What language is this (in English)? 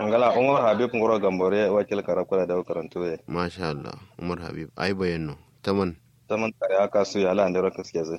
Kanuri